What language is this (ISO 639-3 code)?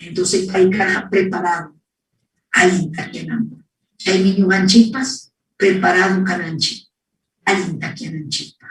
quy